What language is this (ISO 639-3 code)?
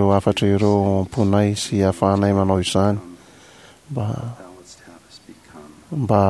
mlg